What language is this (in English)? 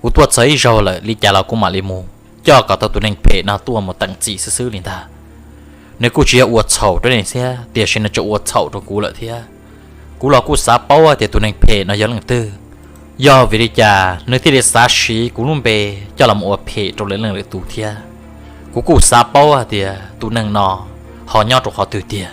Hmong